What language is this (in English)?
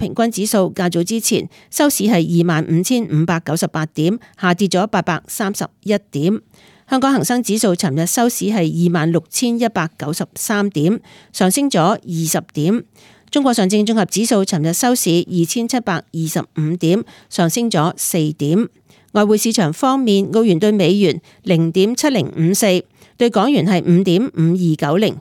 Cantonese